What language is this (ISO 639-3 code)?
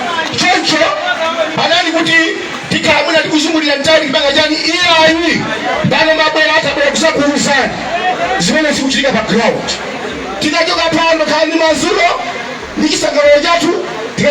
nya